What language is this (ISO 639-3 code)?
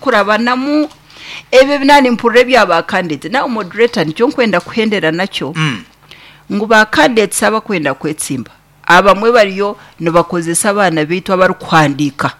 nyn